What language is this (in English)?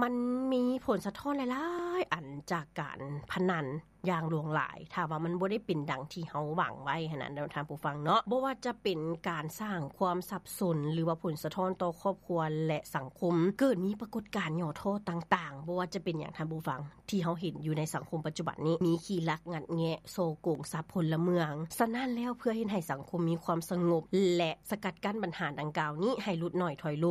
Lao